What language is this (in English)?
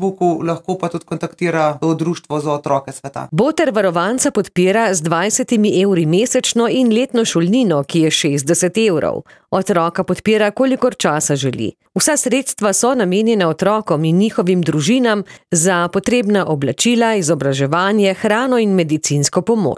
Slovenian